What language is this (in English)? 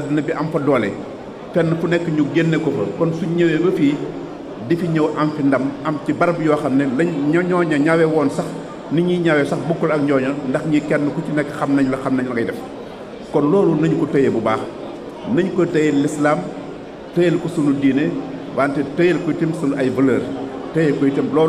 Wolof